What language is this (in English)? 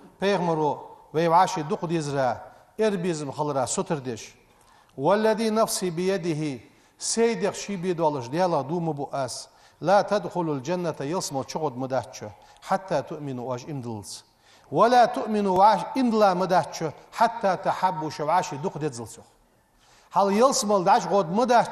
Ingush